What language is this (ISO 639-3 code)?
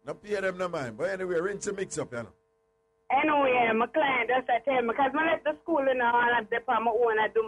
jam